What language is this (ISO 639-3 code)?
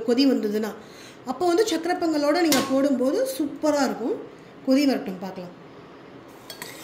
tam